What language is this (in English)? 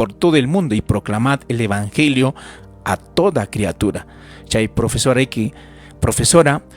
Ayacucho Quechua